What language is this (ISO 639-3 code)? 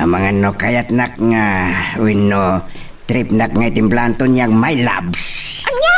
ilo